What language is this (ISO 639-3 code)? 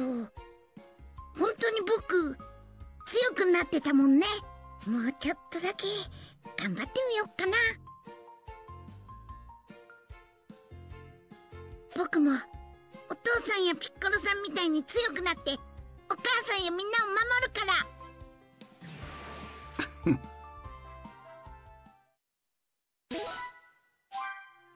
jpn